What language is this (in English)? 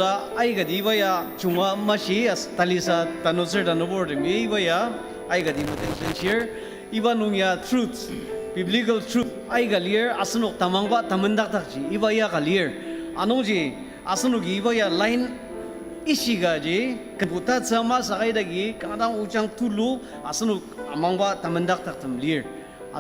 Ao Naga